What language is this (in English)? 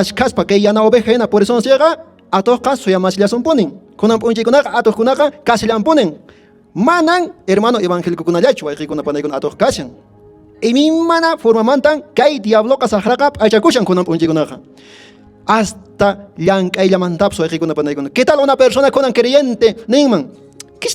Quechua